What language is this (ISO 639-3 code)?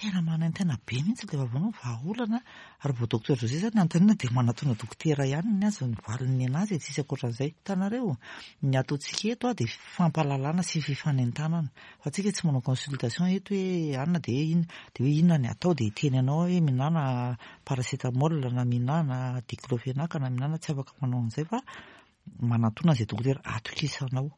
mlg